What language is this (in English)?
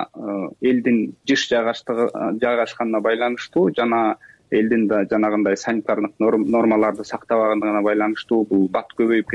Kyrgyz